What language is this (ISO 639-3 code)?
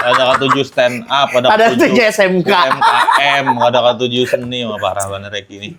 bjn